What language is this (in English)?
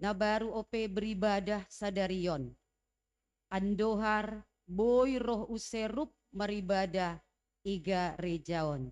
Batak Simalungun